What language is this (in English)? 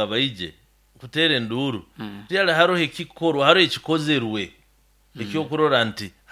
Nyoro